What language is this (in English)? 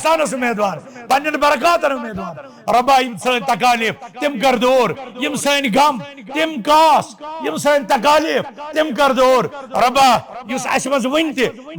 Kashmiri